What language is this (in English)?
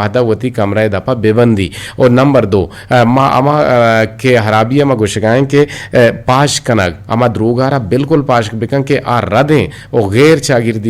Eastern Balochi